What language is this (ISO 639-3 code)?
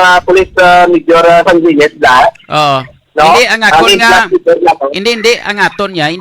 hil